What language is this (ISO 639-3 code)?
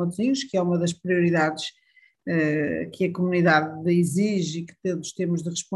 por